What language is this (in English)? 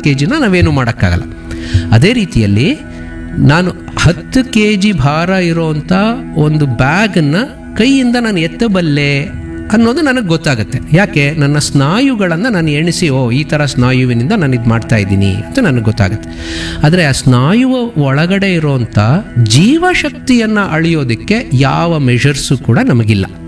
Kannada